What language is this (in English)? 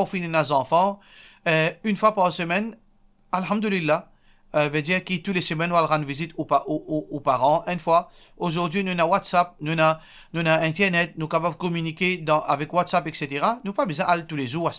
Morisyen